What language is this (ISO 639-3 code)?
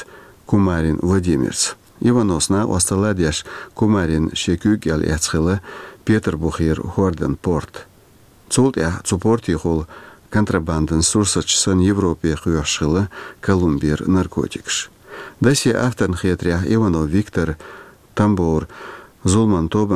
che